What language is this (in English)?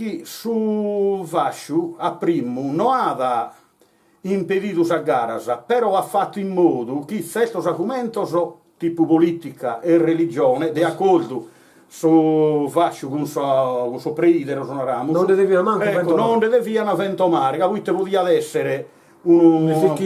Sardinian